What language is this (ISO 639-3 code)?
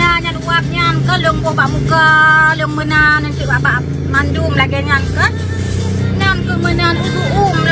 ace